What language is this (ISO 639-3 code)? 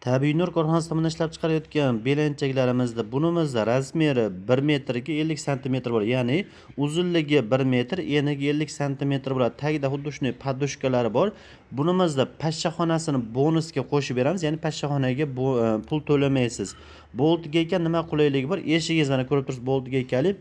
uzb